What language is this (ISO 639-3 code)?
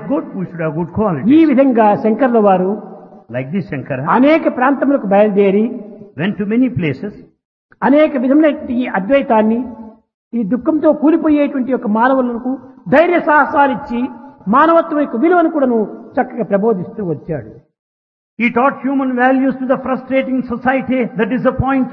tel